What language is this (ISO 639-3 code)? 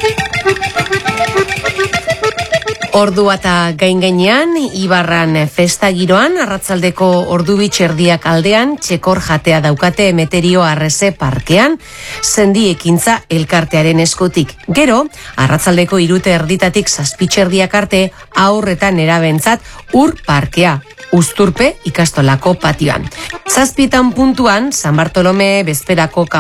eus